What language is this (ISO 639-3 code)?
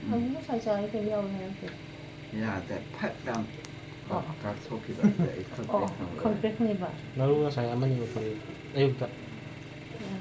mni